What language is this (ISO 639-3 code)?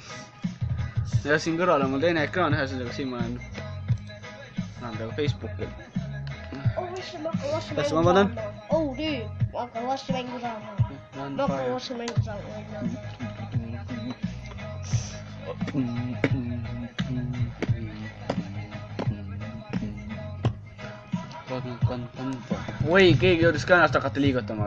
est